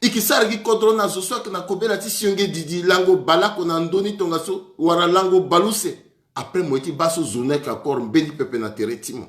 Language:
Sango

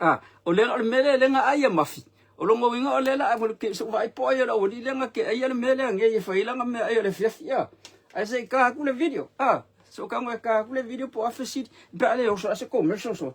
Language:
Samoan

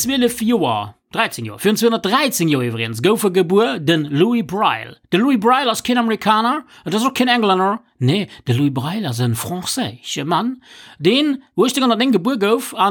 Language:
Luxembourgish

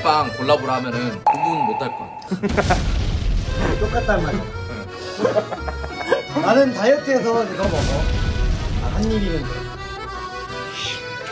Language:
Korean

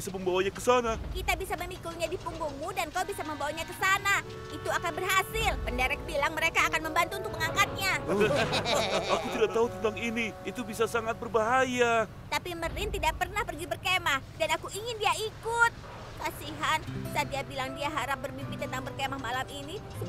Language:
Indonesian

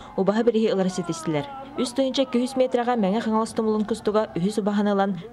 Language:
Yakut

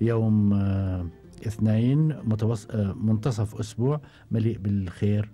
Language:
Gulf Arabic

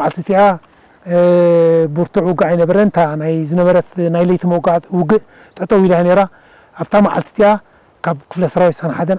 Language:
Tigrinya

